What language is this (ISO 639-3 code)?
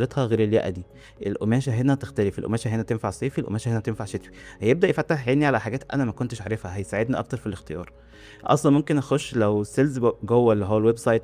arz